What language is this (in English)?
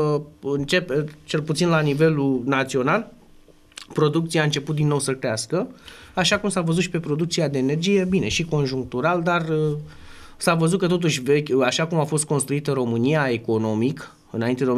Romanian